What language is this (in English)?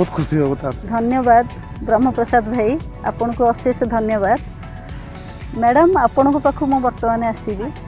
Odia